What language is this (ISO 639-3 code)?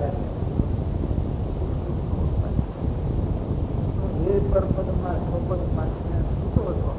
guj